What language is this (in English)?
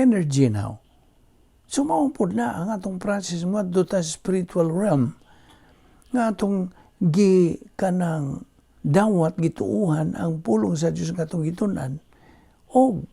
Cebuano